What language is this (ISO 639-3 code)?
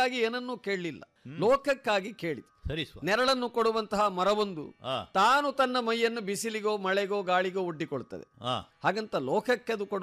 kan